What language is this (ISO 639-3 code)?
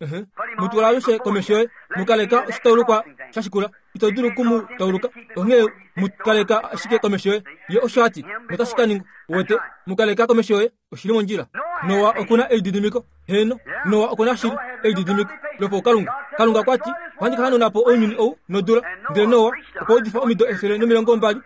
kua